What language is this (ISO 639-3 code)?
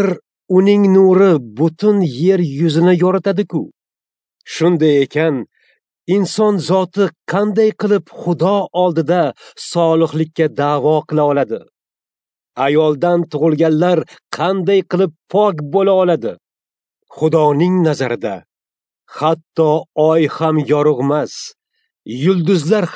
uzb